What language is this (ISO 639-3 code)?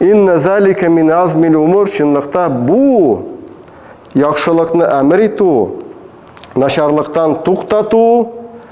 tat